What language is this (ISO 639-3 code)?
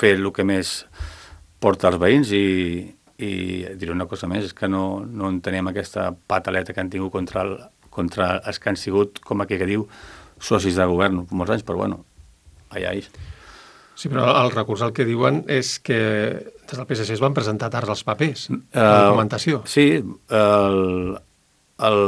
cat